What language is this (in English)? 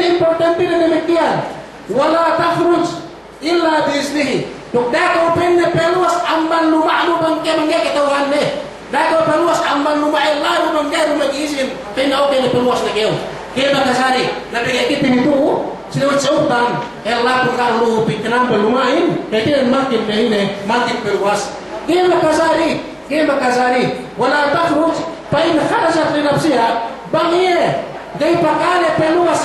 Yakan